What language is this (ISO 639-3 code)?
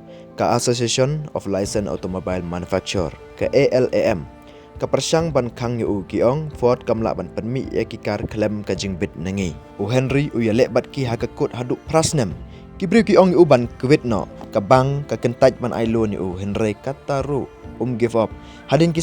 kha